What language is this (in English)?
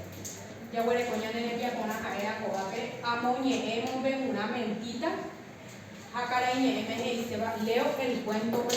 Guarani